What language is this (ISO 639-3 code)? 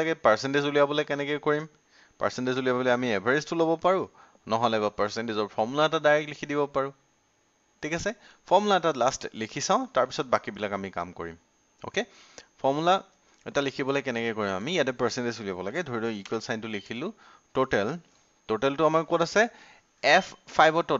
asm